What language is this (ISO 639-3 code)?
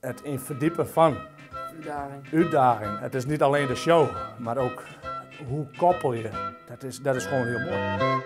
fry